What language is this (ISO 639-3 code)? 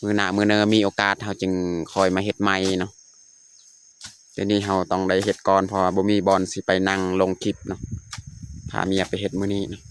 lao